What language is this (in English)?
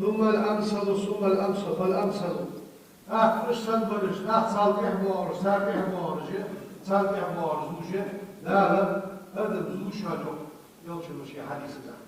Ingush